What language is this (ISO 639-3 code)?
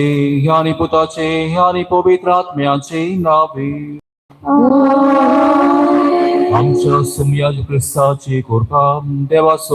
kok